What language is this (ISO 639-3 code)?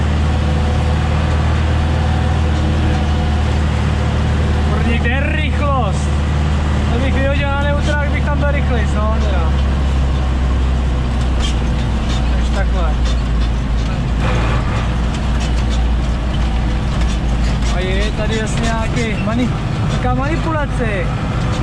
ces